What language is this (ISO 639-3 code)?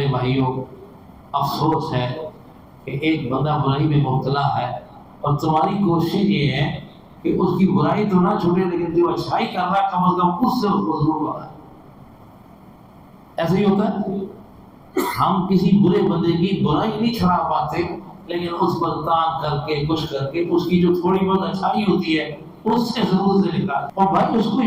urd